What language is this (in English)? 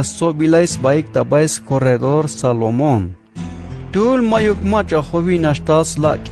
Tzeltal